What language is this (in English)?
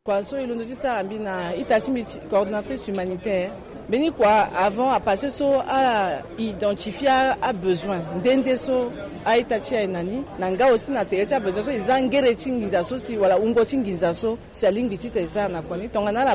Sango